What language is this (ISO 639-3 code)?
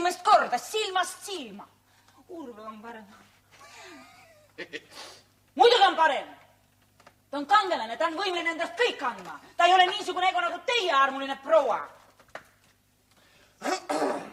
est